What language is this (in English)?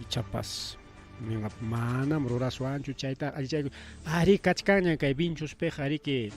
Ayacucho Quechua